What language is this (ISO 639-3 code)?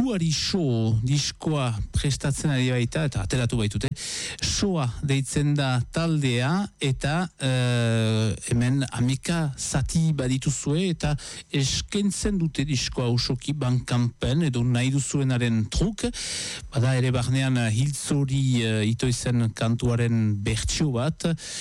eus